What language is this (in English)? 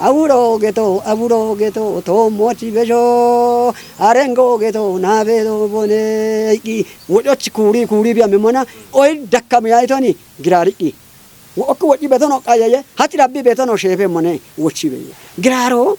Kafa